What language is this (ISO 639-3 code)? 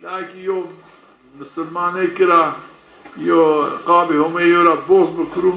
zza